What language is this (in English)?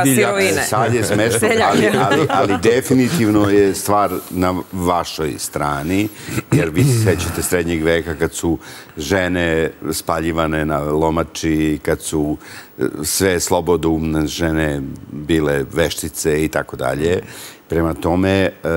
Serbian